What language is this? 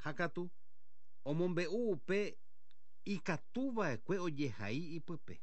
Guarani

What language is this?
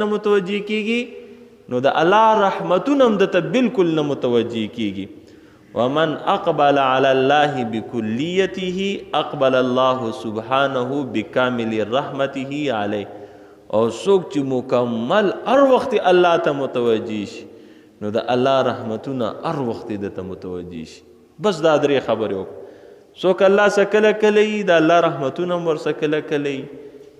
Pashto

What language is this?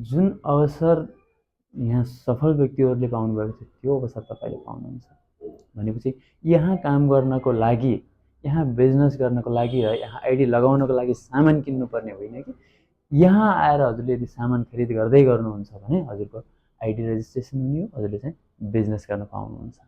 Nepali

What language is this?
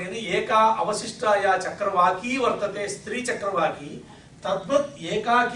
Sanskrit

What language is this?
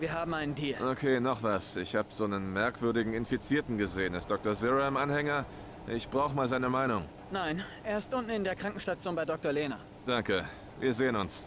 Swiss German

